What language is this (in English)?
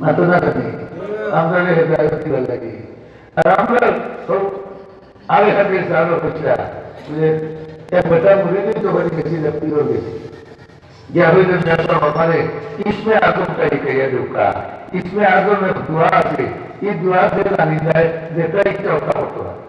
Sylheti